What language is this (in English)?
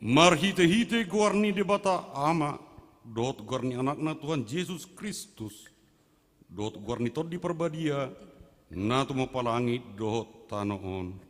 Batak Toba